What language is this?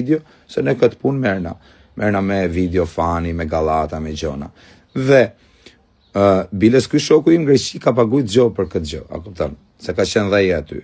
Albanian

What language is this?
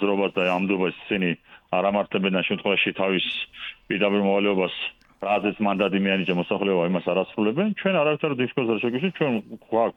Georgian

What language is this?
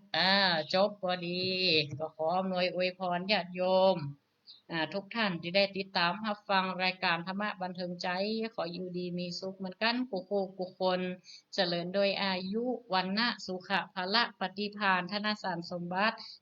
Northern Thai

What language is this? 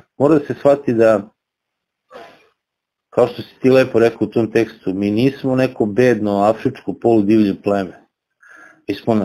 Serbian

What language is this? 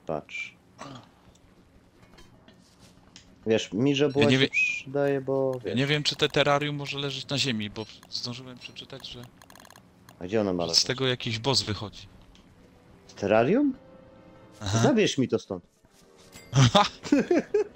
Polish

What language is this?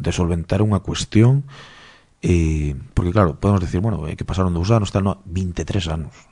Galician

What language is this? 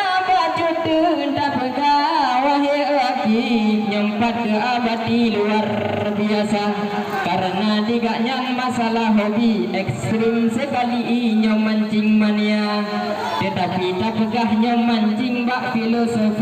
Achinese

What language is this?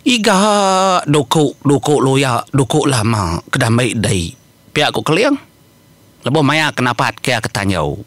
Iban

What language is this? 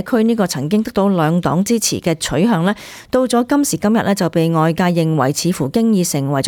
Cantonese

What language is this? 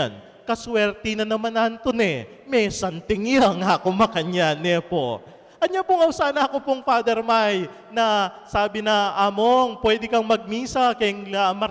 Pampanga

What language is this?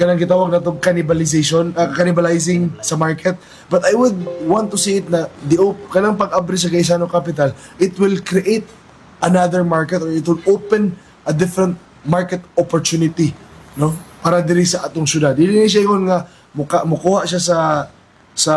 Cebuano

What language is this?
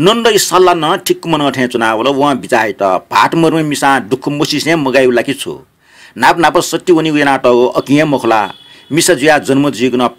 Newari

